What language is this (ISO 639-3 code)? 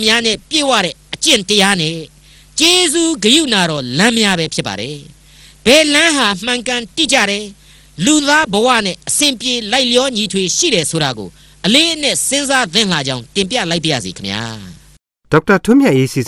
mya